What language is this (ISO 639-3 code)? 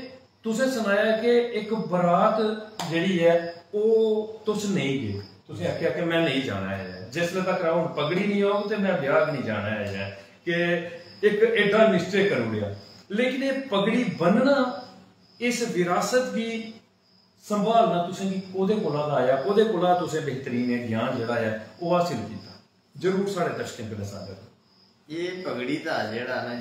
doi